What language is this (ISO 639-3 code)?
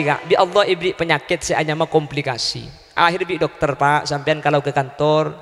mad